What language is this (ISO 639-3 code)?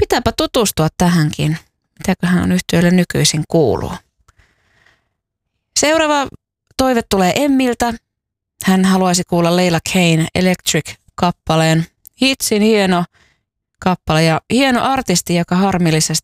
fin